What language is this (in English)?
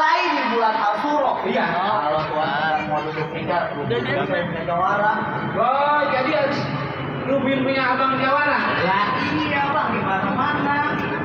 Betawi